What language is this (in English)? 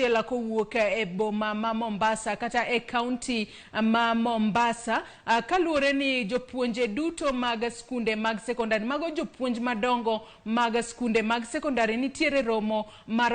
Luo (Kenya and Tanzania)